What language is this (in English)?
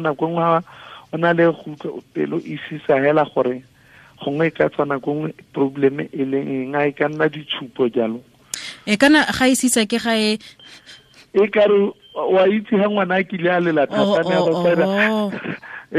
Tswana